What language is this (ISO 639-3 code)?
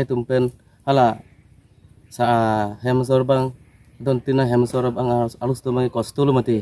mjw